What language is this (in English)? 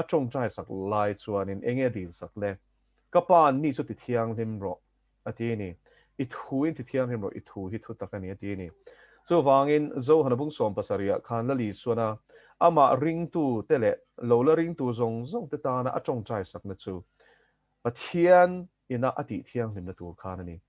Mizo